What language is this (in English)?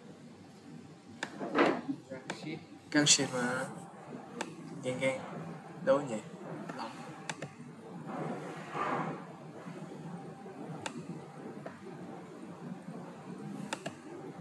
Vietnamese